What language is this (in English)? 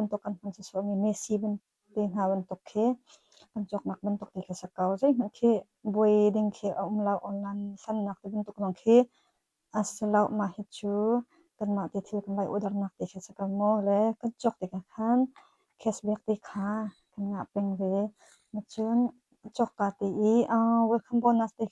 Hakha Chin